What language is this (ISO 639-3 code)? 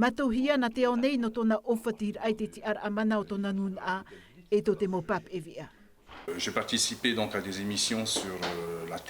tah